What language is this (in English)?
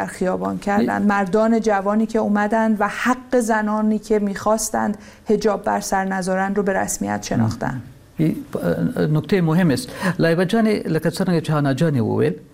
Persian